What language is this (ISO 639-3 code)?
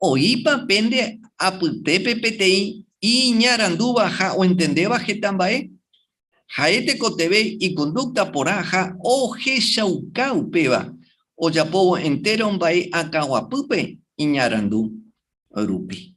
grn